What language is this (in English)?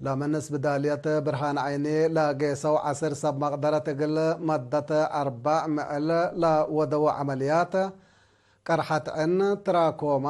Tigre